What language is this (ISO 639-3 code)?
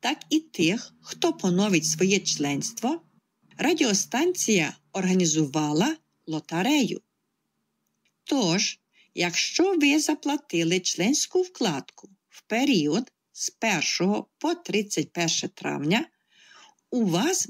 ukr